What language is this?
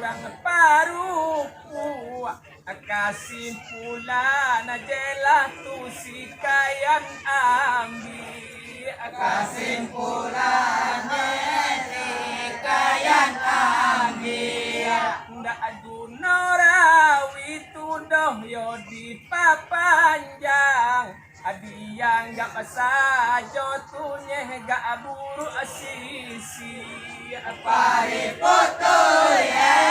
Minangkabau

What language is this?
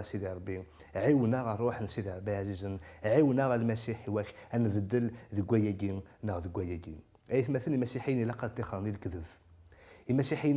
Kabyle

